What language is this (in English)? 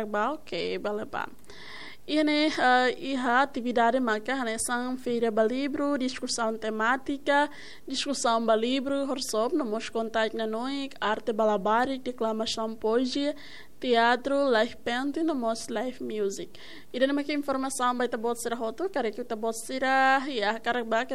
Tetum